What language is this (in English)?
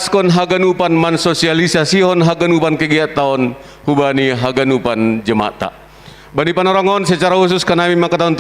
Batak Simalungun